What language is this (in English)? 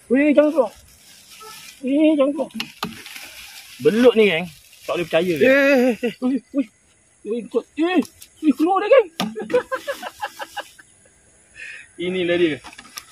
Malay